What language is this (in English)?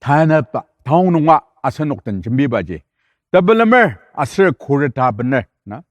Ao Naga